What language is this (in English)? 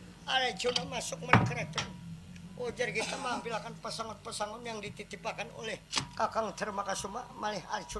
Banjar